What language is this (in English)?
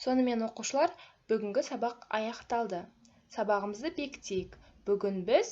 Kazakh